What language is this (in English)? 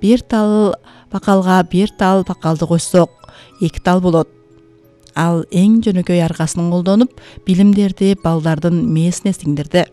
Kyrgyz